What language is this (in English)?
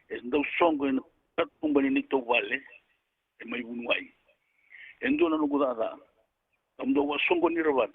Fijian